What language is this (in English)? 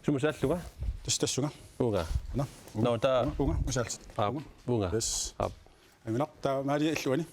Kalaallisut